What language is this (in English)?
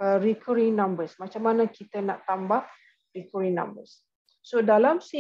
Malay